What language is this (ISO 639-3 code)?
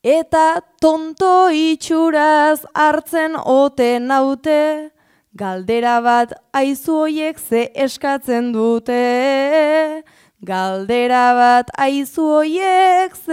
eus